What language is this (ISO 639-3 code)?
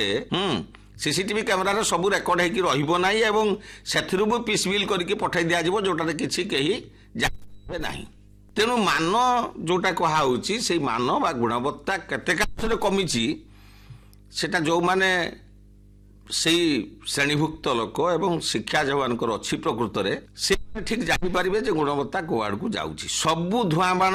ori